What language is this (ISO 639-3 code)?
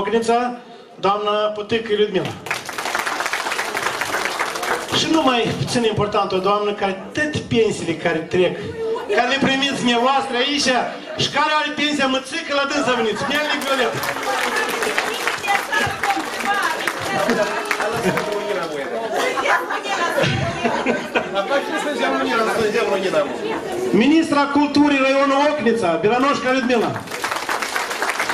ron